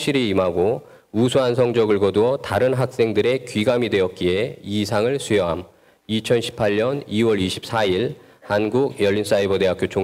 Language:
Korean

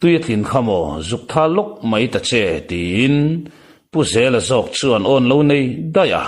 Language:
Mizo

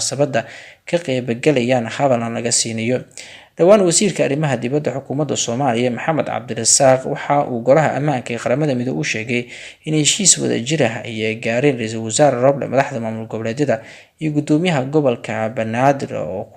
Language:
Somali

